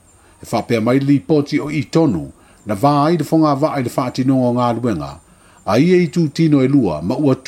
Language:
Samoan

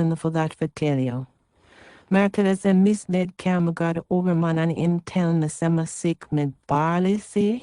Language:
Jamaican Creole English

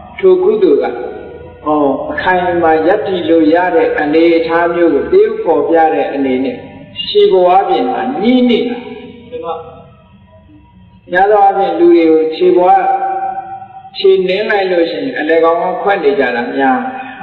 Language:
Burmese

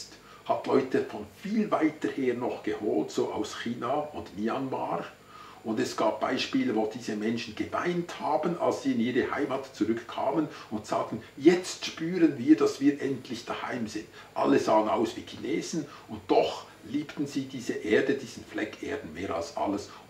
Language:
Swiss German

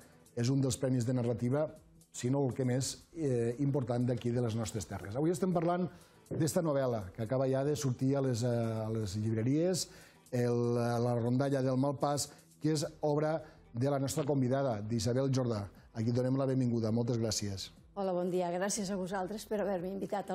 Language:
Catalan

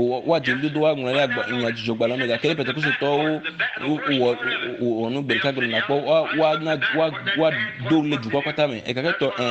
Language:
Ewe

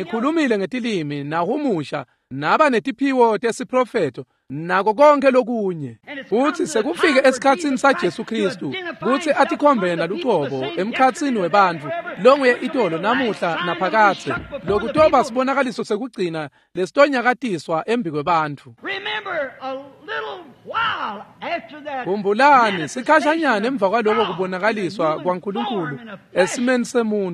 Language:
Swati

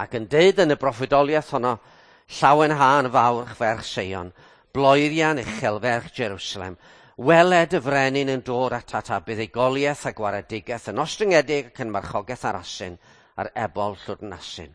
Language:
Welsh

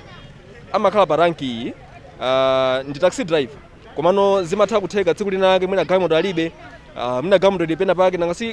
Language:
Nyanja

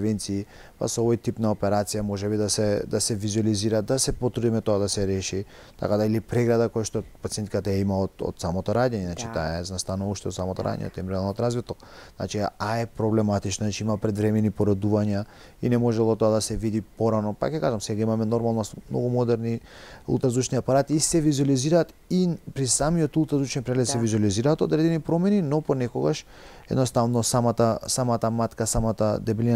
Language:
Macedonian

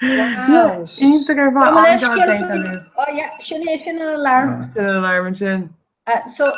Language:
Irish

